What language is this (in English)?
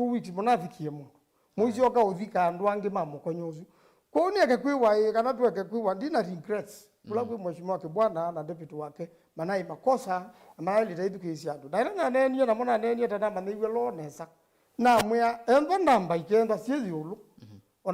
Kamba